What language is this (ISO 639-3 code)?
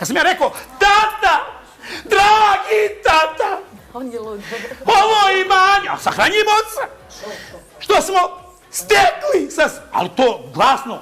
bos